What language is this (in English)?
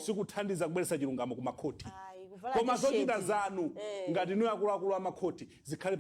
Nyanja